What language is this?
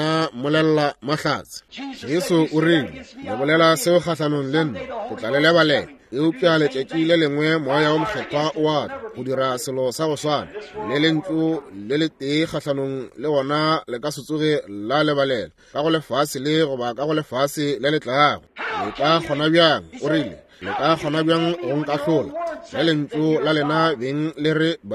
Northern Sotho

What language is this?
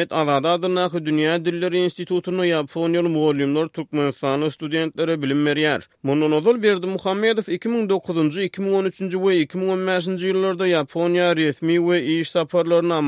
Turkmen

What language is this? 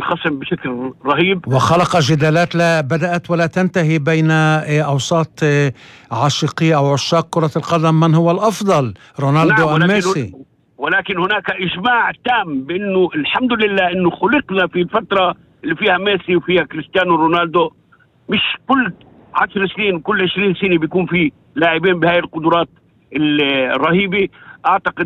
North Levantine Arabic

